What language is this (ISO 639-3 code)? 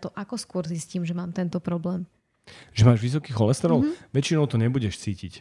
slk